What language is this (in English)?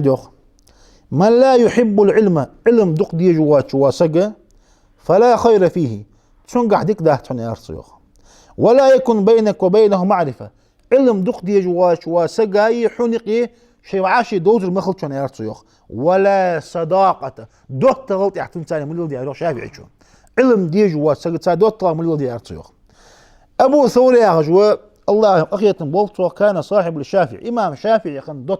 Ingush